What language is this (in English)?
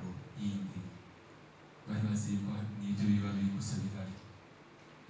Kinyarwanda